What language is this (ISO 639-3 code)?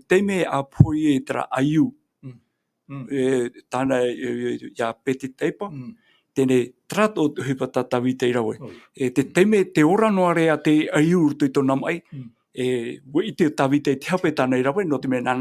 tah